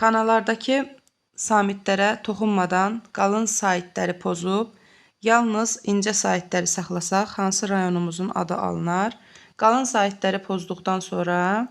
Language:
Azerbaijani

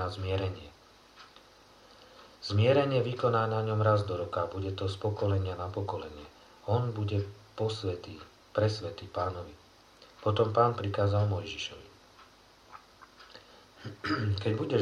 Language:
Slovak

